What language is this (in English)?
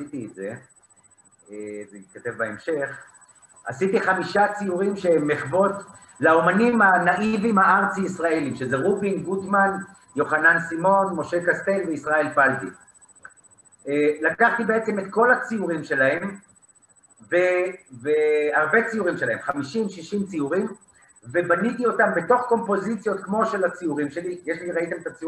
Hebrew